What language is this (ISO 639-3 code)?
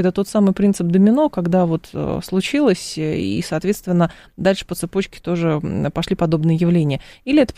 rus